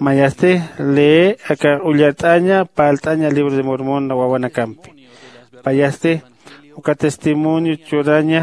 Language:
Aymara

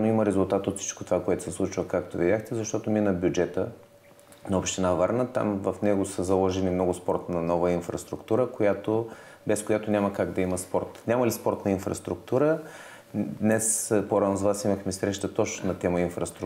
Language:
Bulgarian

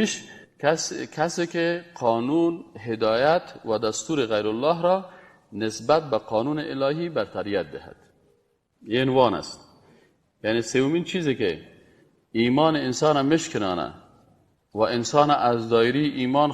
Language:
Persian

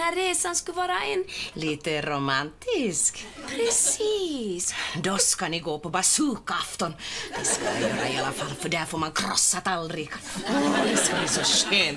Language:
Swedish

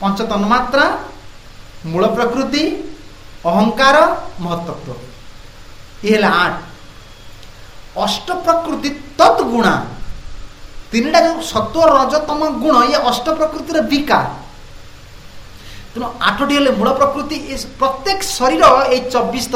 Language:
Odia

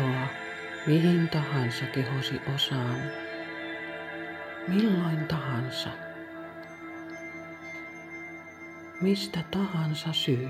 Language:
Finnish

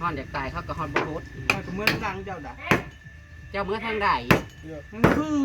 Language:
Northeastern Thai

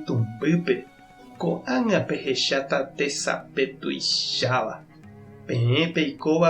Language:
Guarani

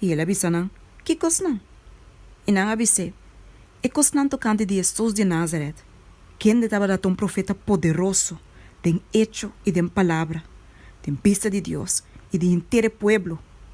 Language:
Papiamento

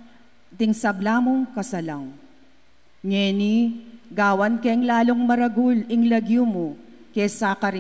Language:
Pampanga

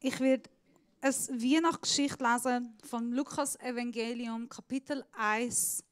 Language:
Swiss German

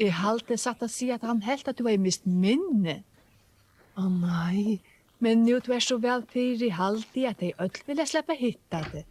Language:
Faroese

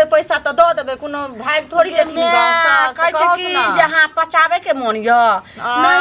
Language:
Maithili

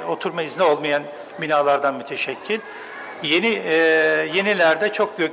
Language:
Turkish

